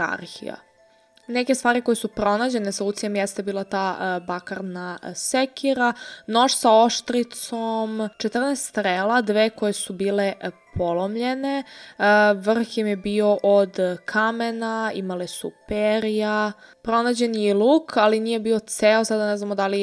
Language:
Serbian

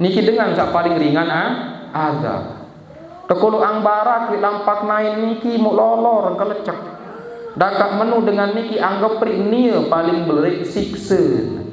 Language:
Sasak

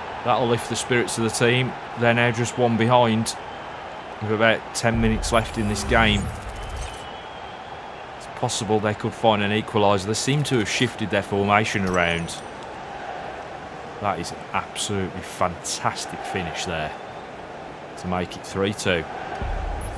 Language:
English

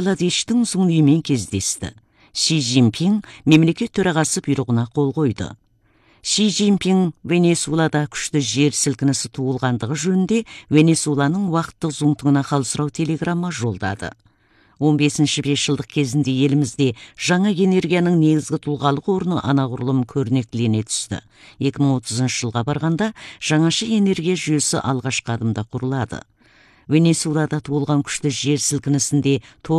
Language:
Kazakh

